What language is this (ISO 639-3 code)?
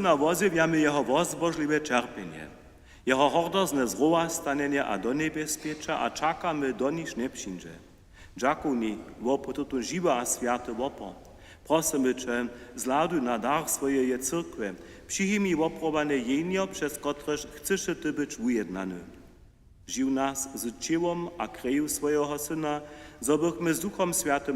hsb